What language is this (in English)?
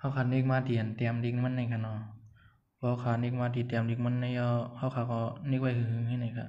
Shan